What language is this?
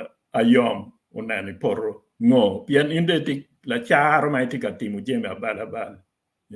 Acoli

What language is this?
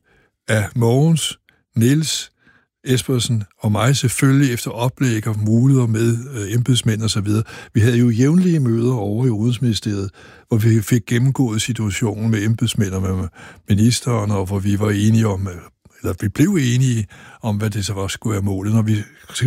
Danish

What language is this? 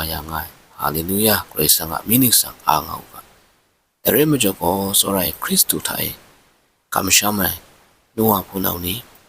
Kachin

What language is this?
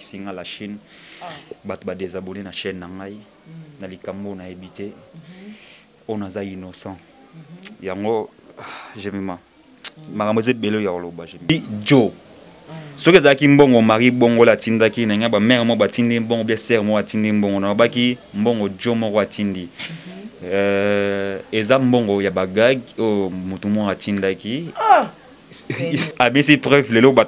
Lingala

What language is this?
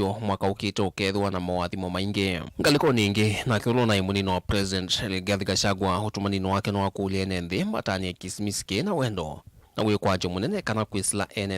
Kamba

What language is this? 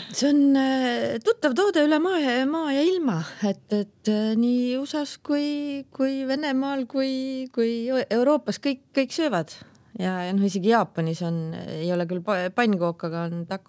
Estonian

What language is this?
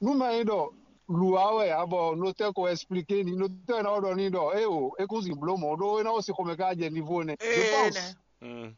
Fon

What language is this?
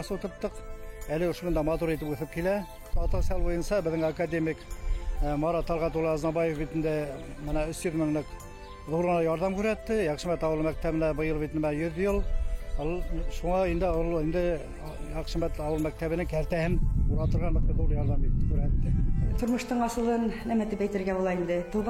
Bashkir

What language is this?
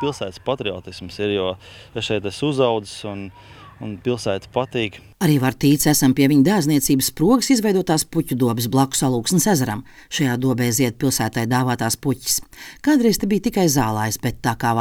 Latvian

